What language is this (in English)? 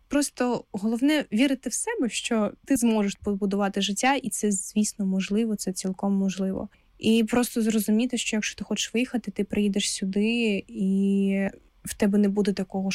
Ukrainian